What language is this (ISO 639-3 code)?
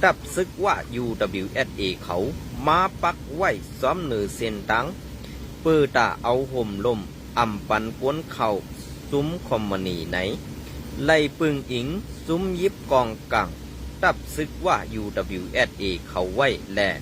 shn